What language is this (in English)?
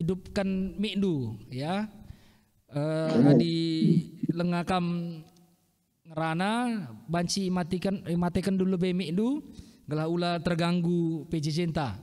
Batak Karo